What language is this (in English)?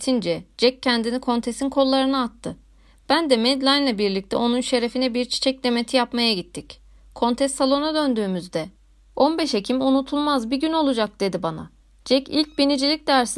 Turkish